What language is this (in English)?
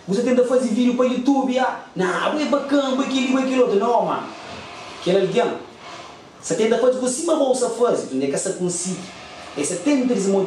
Kabuverdianu